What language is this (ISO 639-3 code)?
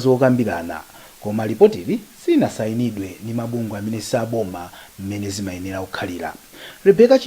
nya